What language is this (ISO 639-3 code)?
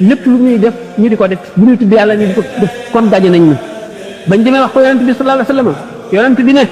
wol